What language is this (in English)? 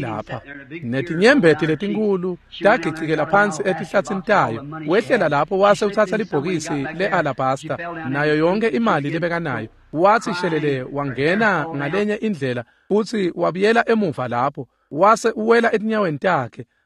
Swati